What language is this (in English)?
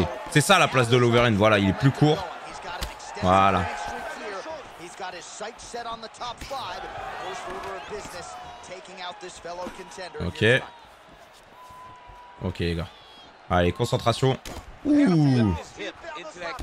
French